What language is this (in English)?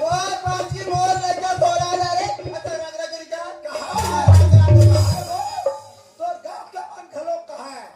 Chhattisgarhi